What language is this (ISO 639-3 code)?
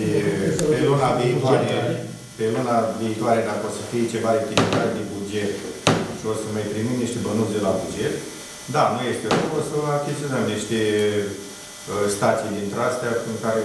ron